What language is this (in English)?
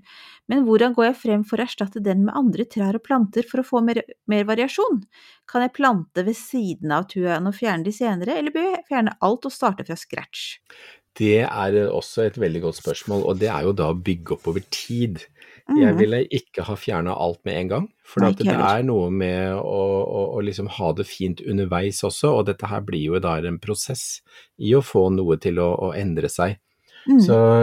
Norwegian